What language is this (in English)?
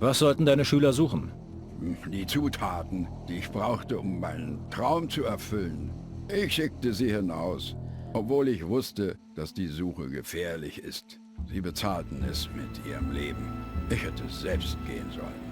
Bavarian